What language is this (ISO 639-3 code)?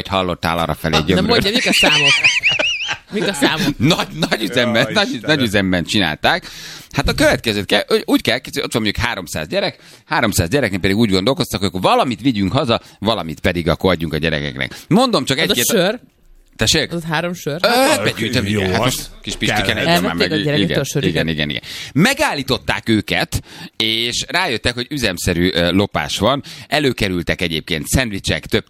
hun